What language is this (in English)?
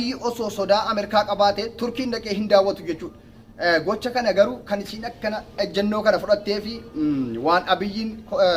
Oromo